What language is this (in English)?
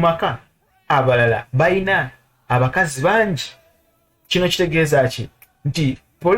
Ganda